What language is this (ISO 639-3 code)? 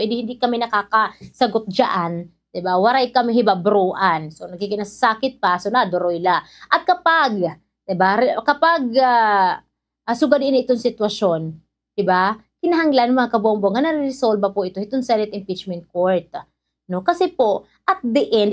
war